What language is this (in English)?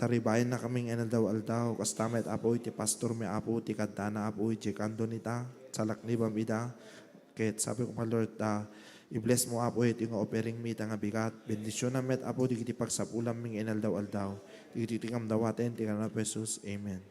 Iloko